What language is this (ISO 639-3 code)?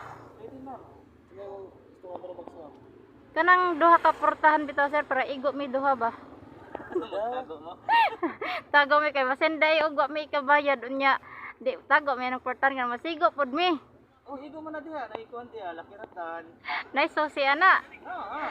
ceb